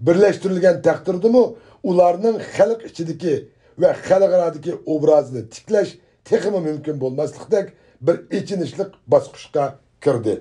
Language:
Uyghur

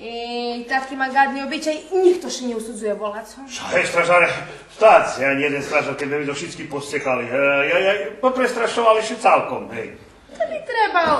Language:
Rusyn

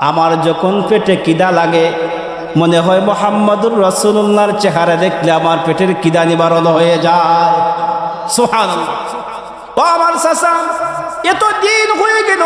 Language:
Sylheti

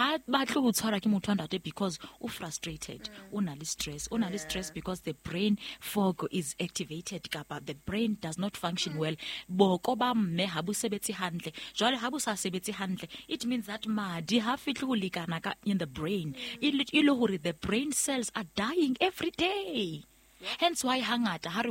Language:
Southern Sotho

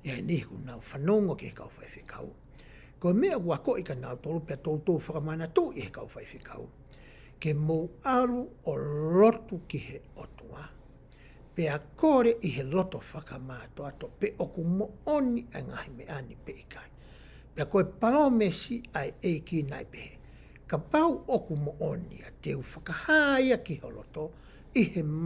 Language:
Tongan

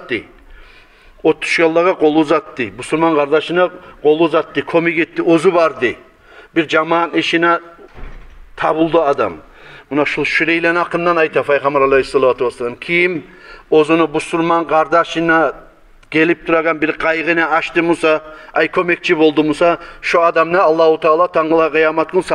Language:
Kumyk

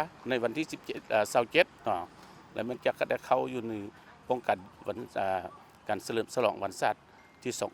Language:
Lao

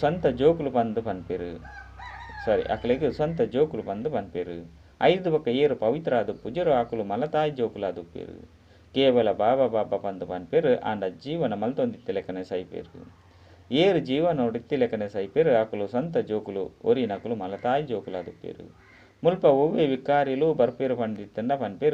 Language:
Tulu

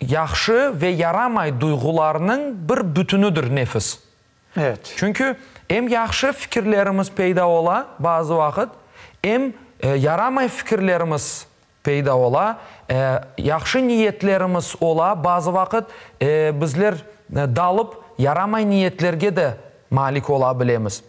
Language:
Crimean Tatar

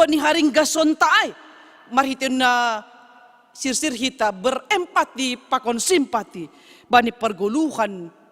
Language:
Batak Simalungun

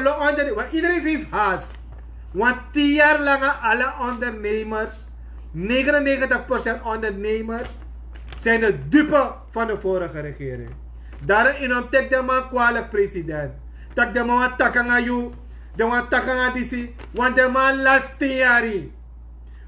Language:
Sranan Tongo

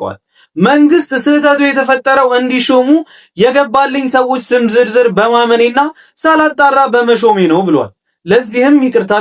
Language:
Amharic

